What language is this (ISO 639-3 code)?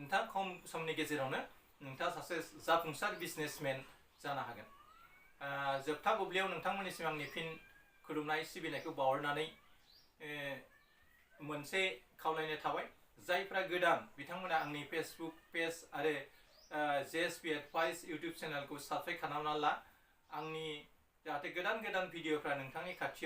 brx